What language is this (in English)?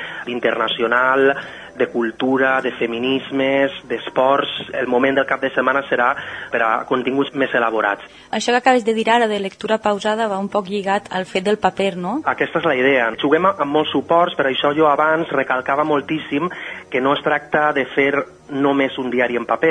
Catalan